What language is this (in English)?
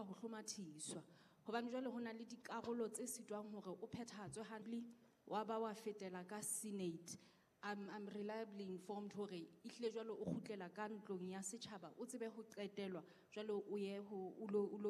Southern Sotho